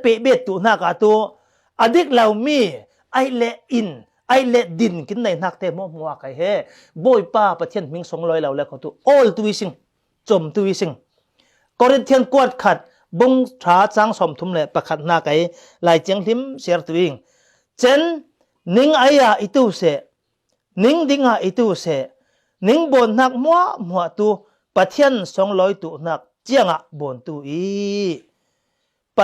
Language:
Falam Chin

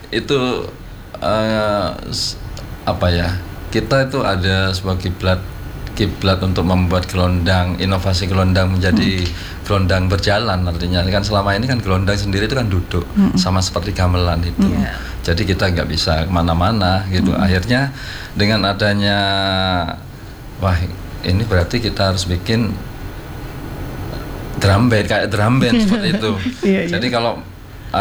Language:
Indonesian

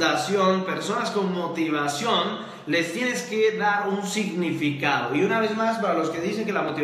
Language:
Spanish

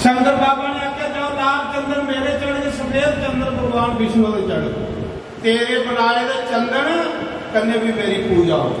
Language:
Dogri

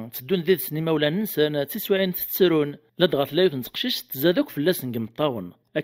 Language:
Kabyle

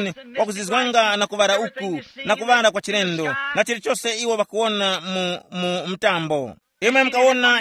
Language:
Tumbuka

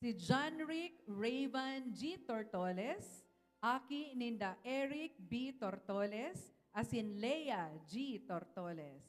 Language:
Bikol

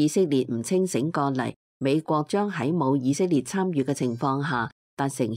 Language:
Cantonese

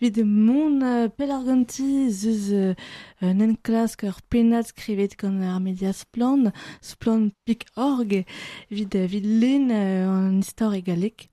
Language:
Breton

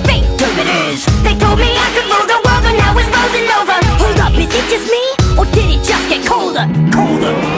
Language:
English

